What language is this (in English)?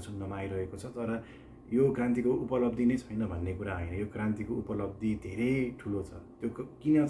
Nepali